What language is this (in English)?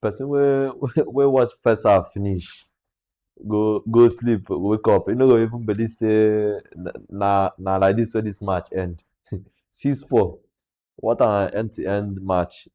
Nigerian Pidgin